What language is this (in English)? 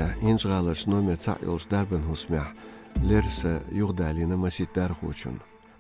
Chechen